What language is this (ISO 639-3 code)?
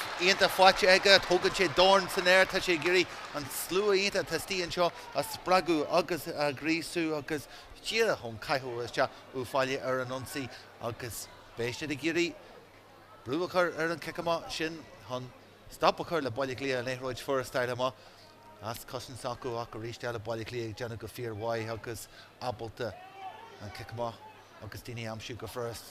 gle